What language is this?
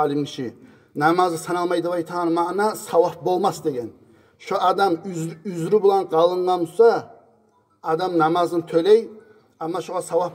Kumyk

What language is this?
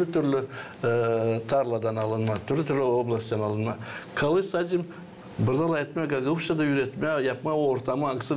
Gagauz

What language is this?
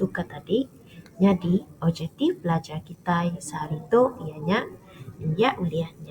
Iban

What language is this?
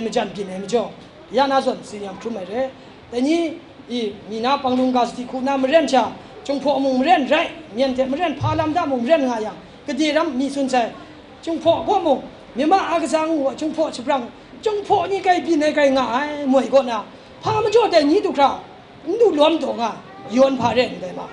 Kachin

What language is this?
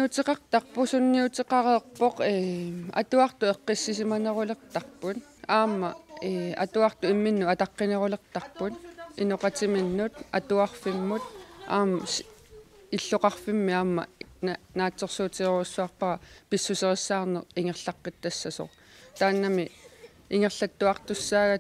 Kalaallisut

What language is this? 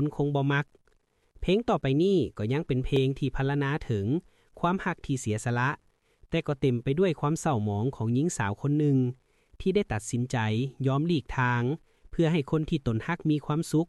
Lao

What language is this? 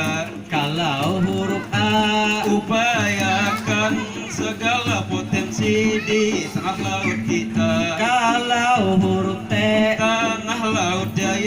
Banjar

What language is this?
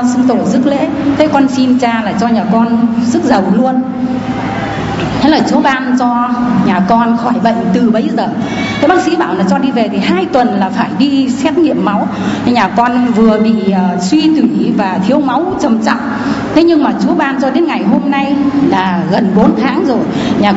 Vietnamese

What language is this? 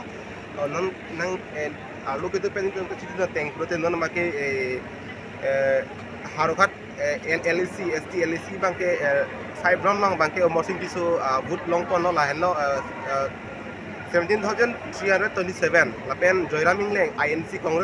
Karbi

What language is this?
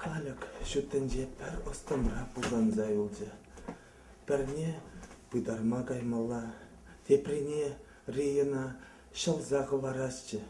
Chuvash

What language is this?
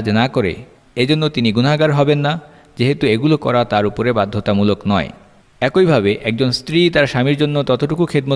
Bangla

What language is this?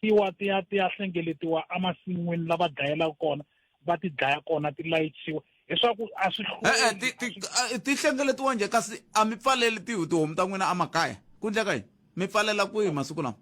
Tsonga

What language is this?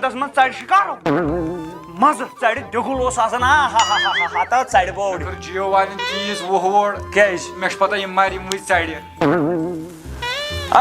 Kashmiri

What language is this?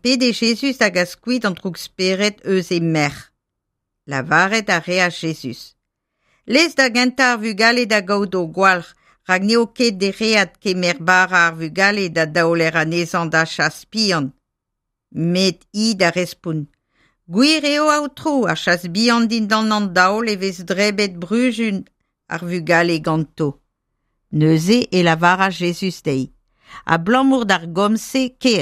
Breton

